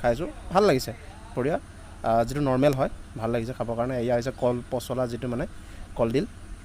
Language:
Assamese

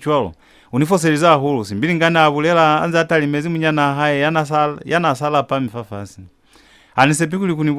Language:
Lozi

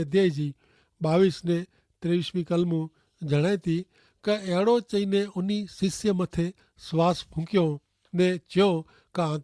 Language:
Kachhi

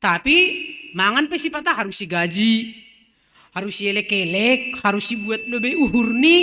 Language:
Batak Simalungun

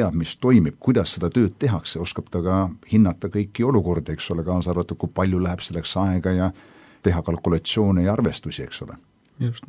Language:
Estonian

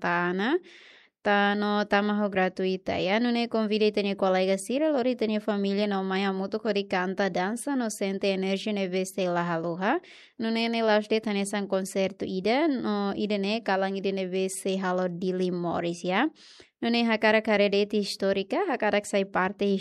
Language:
Tetum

